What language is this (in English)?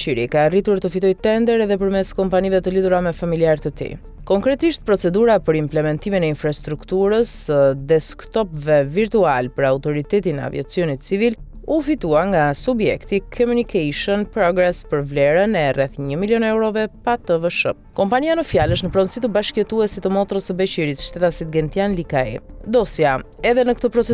Albanian